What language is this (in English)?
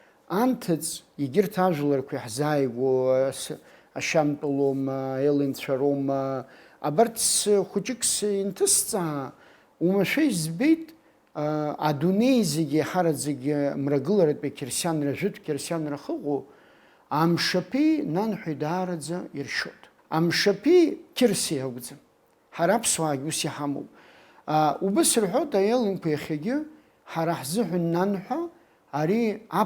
Abkhazian